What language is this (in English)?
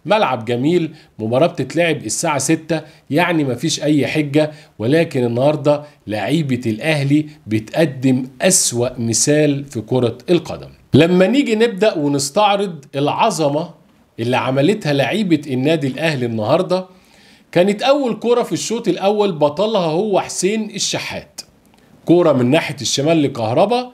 Egyptian Arabic